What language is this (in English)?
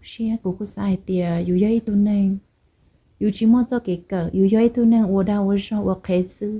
Hmong